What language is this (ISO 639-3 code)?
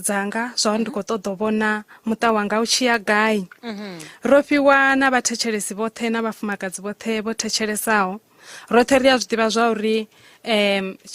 ven